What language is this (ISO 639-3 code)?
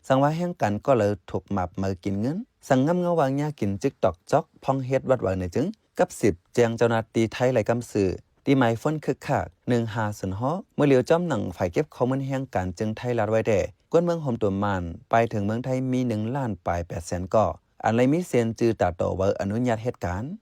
shn